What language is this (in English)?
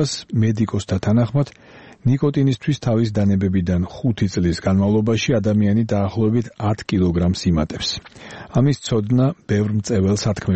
Georgian